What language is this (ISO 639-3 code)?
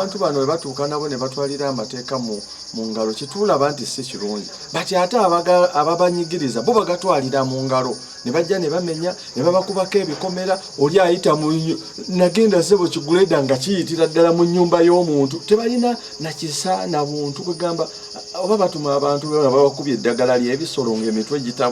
lug